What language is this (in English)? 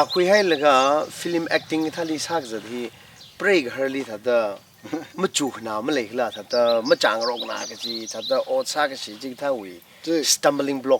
Tangkhul Naga (India)